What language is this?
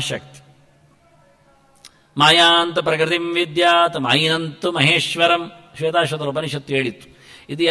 Kannada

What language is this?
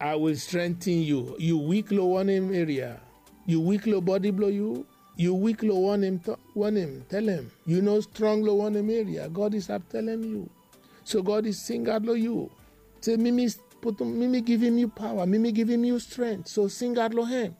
Bislama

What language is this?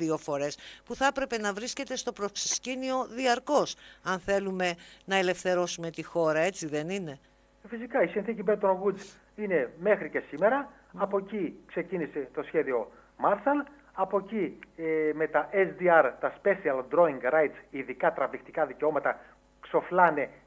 Greek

